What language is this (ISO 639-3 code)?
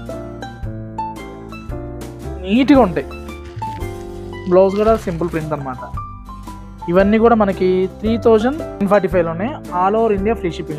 tel